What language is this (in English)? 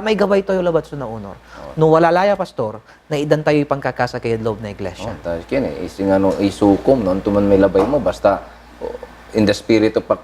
Pangasinan